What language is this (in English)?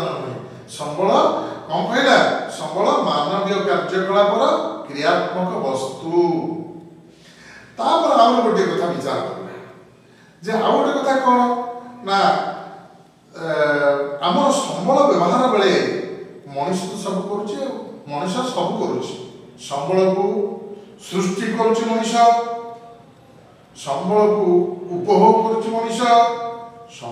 Odia